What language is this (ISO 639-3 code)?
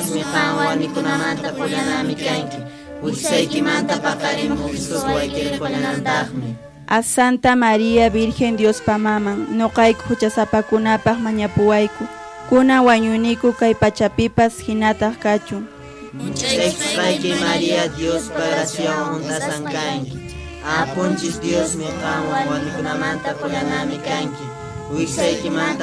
que